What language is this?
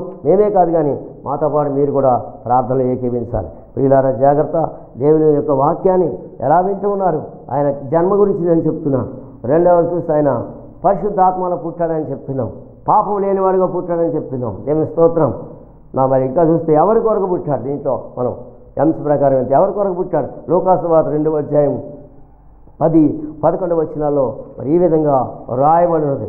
Telugu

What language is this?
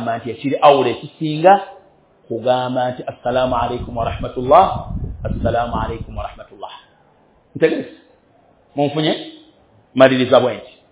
Ganda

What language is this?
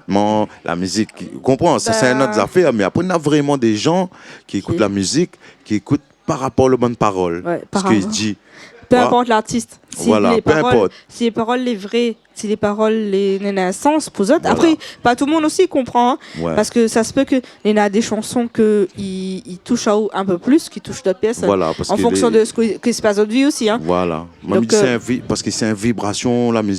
Réunion Creole French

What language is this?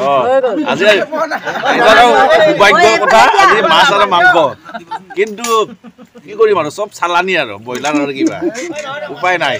Assamese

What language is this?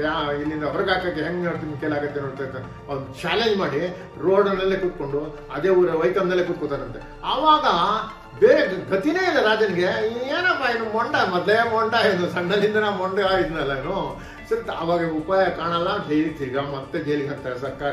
Kannada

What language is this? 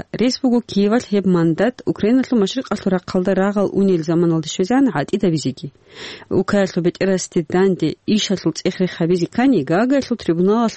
Avaric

